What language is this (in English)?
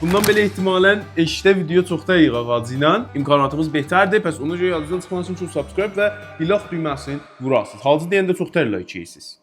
South Azerbaijani